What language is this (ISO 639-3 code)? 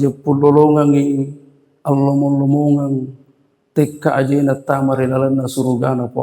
bug